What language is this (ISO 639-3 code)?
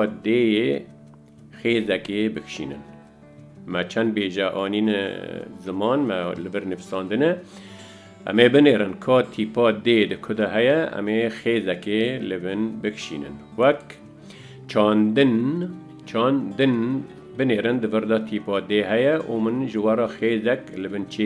kur